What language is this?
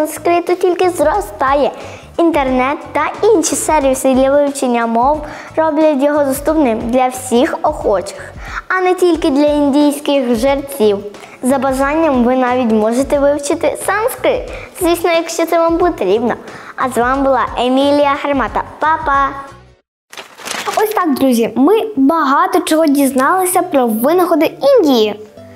Ukrainian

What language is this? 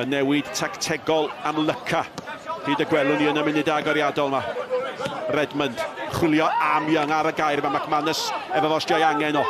Welsh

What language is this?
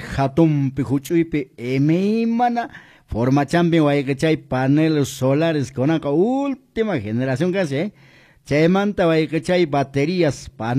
Quechua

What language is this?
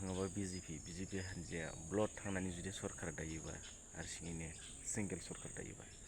Bodo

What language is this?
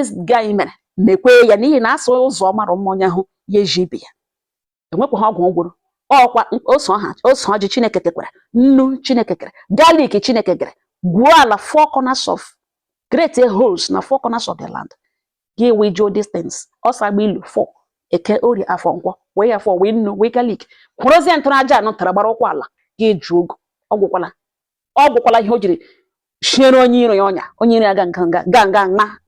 Igbo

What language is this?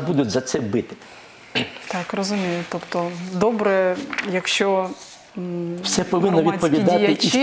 Ukrainian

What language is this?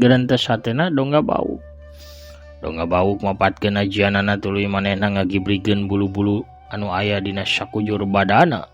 Sundanese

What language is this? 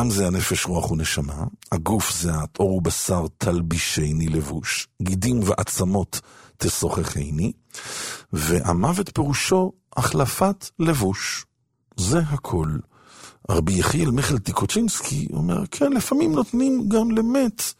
Hebrew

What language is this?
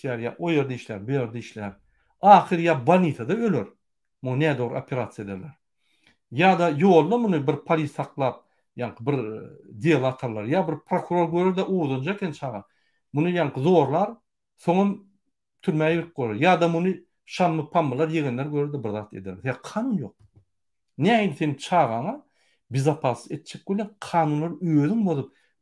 Turkmen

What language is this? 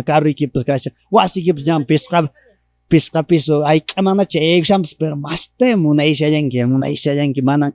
Quechua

